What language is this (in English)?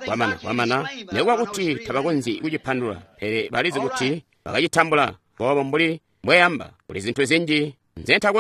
Tonga (Zambia)